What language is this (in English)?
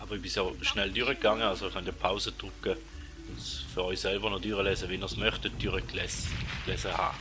Swiss German